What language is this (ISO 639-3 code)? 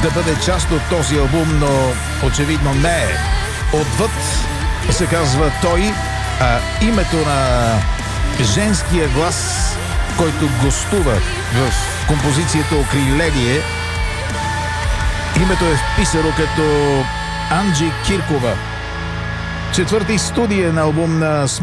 bul